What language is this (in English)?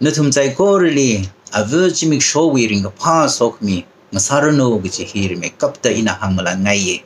Tangkhul Naga (India)